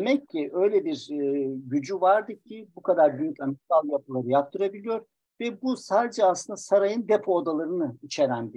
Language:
Turkish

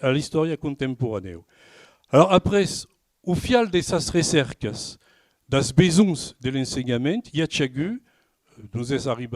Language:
Occitan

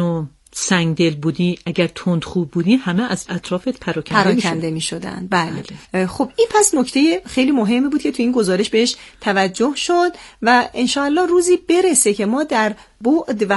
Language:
Persian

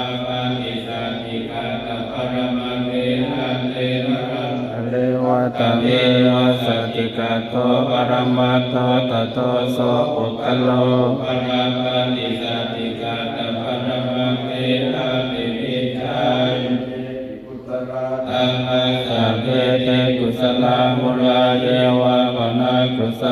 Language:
Pali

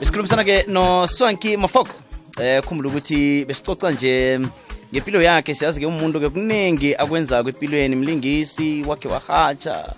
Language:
South Ndebele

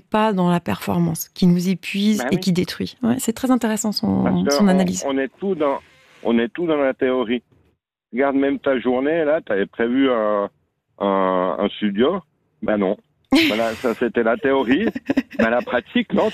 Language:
French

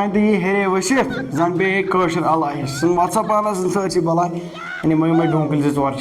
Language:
Kashmiri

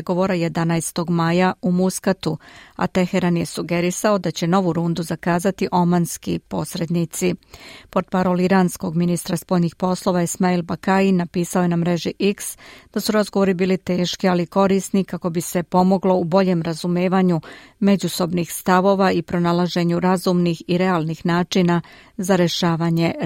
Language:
Serbian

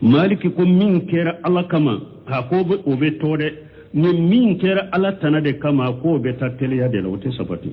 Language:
Bambara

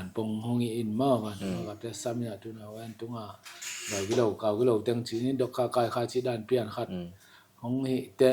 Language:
Tedim Chin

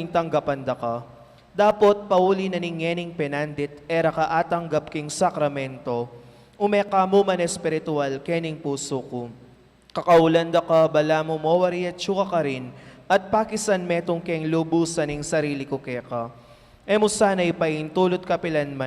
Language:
Pampanga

